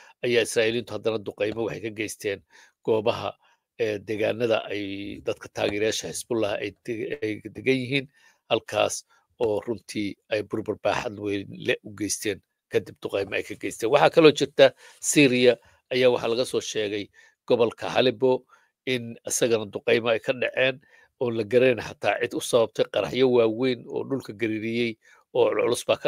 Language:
Somali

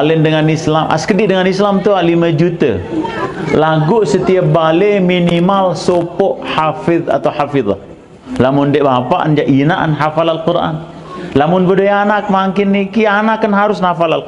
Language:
Sasak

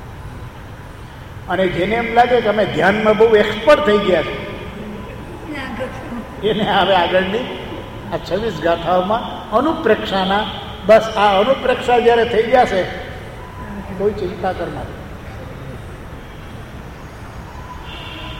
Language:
Gujarati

